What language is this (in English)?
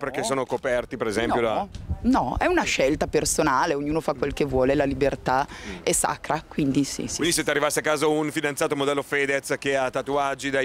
Italian